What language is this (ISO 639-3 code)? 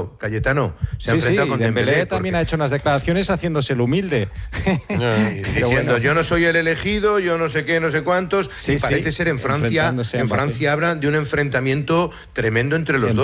spa